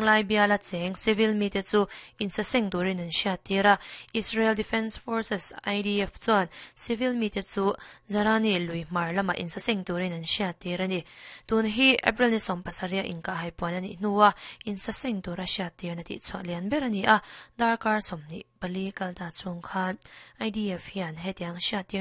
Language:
Mizo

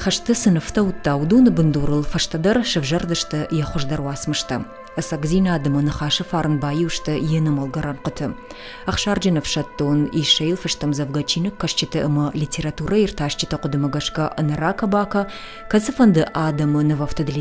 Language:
Ossetic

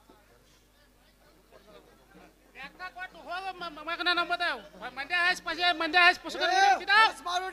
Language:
Kannada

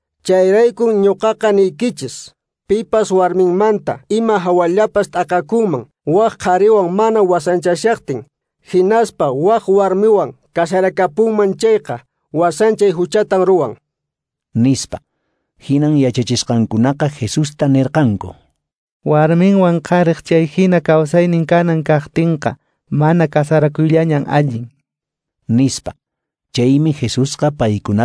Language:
Quechua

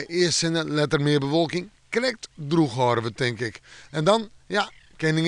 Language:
Western Frisian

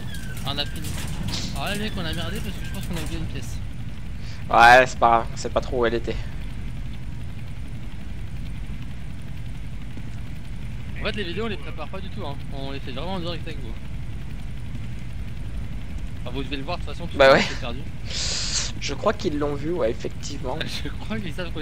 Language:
French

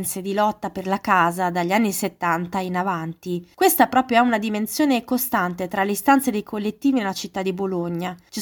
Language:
Italian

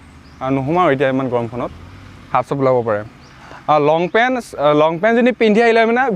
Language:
Assamese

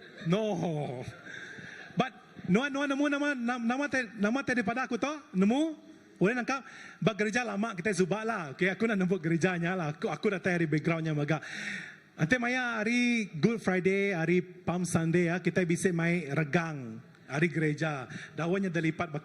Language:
Iban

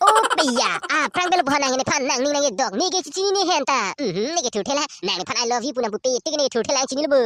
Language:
Karbi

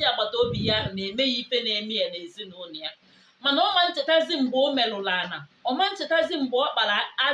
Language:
Igbo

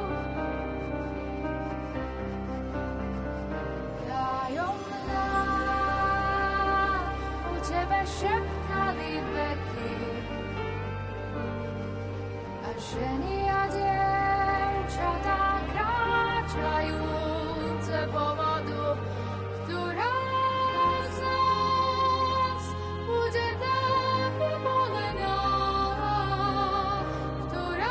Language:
Slovak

